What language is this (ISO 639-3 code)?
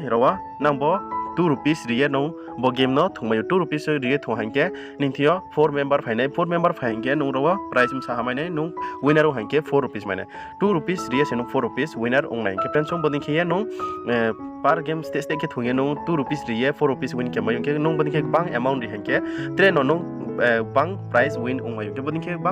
ria